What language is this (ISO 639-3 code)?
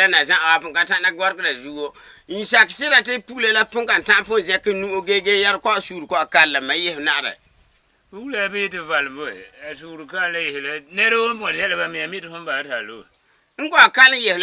gur